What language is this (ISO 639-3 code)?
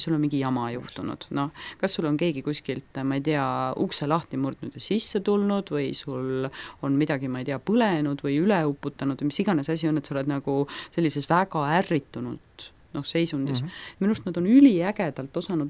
est